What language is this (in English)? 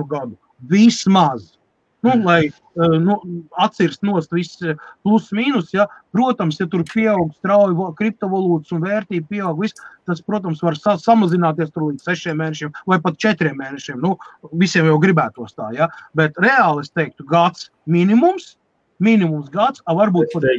Latvian